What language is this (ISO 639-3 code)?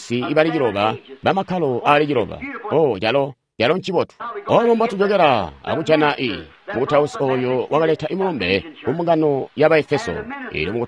toi